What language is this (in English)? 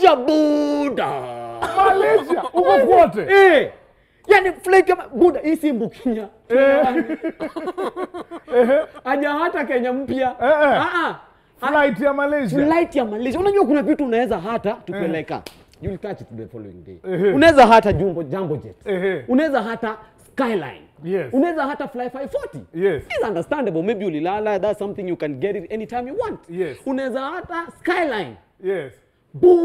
Swahili